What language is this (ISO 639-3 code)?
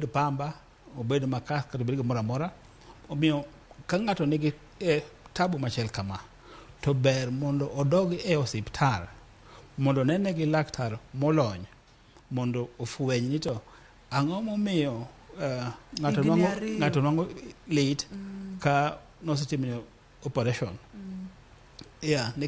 luo